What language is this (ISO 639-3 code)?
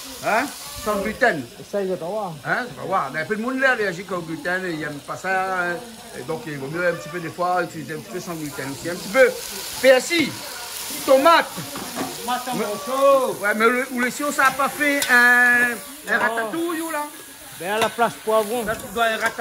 rcf